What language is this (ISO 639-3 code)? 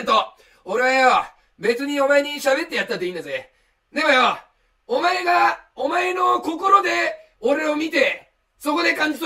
jpn